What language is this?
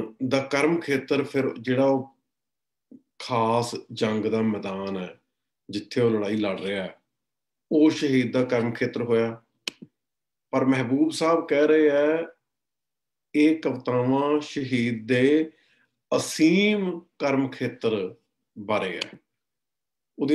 Punjabi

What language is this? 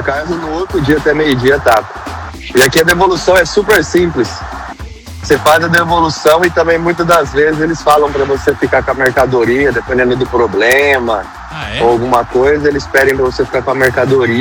Portuguese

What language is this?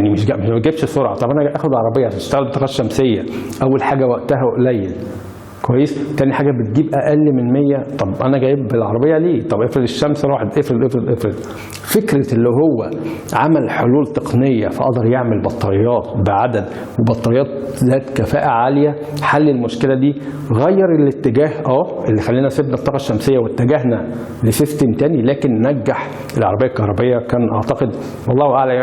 Egyptian Arabic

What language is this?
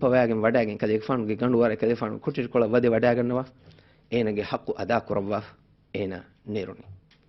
Divehi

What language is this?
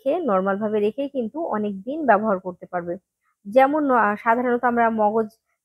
Bangla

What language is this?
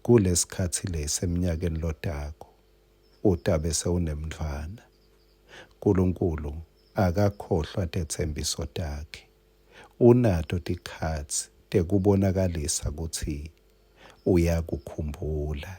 Swati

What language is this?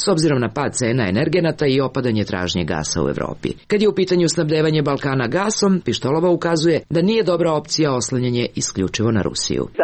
Serbian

